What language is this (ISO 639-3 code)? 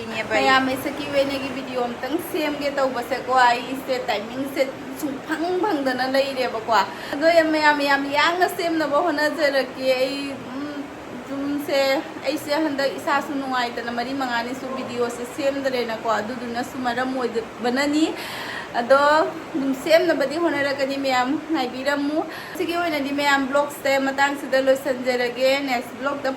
mni